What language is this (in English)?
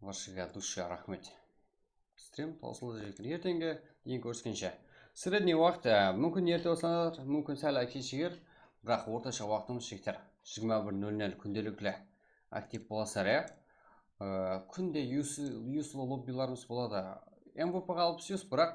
Kara-Kalpak